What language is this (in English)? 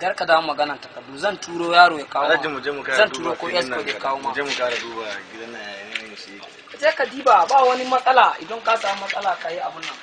Hausa